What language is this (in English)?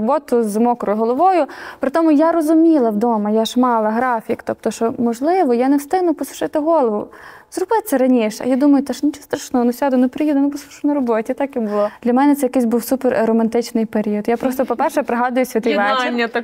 Ukrainian